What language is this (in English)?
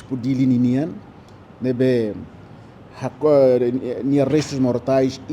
Tetum